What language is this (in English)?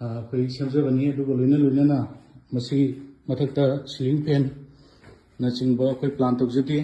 Manipuri